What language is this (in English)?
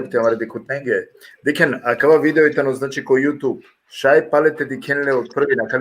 Balkan Romani